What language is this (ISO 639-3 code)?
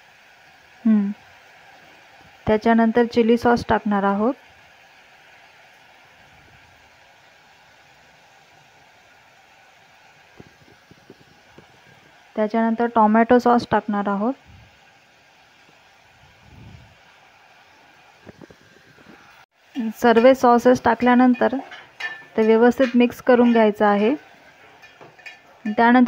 mar